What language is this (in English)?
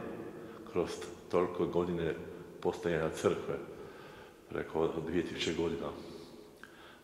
Croatian